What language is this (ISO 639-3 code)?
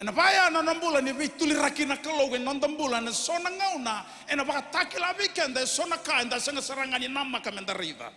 fij